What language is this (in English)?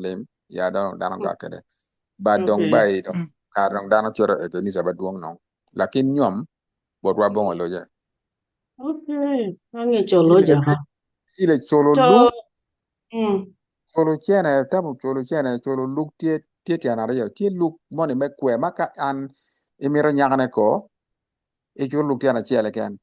Acoli